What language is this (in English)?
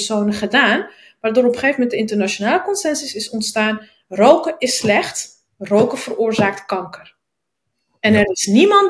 Dutch